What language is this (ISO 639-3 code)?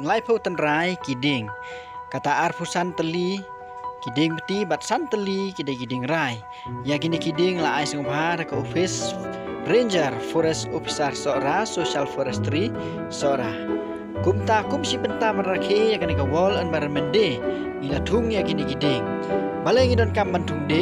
kha